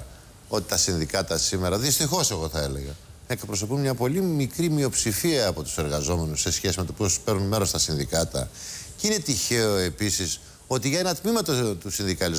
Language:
Greek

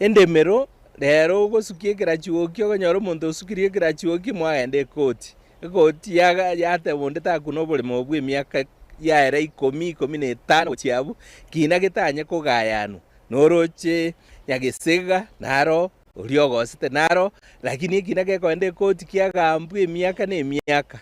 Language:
Gusii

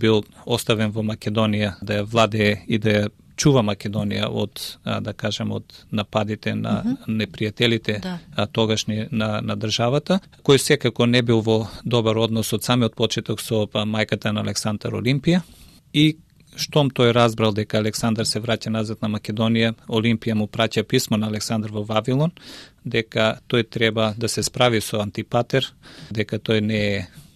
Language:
Macedonian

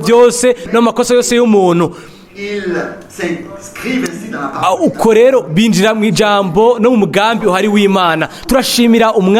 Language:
Rundi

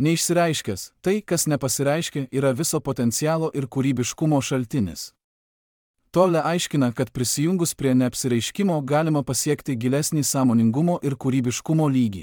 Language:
Lithuanian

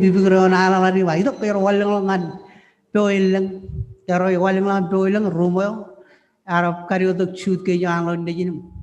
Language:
Marshallese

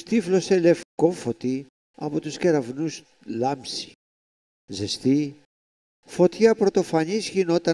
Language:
Greek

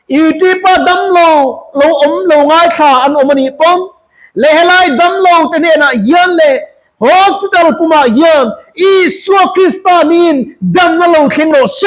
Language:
Mizo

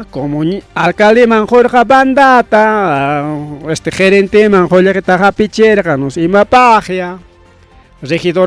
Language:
Ayacucho Quechua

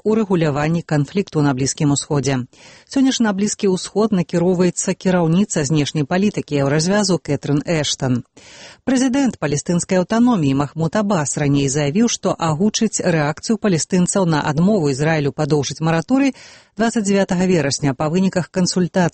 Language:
Belarusian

